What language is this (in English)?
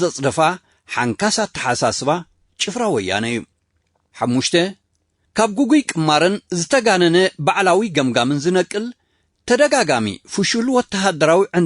Tigrinya